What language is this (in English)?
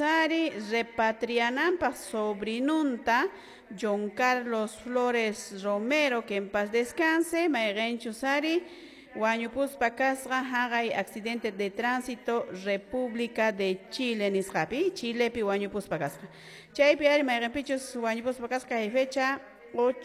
Quechua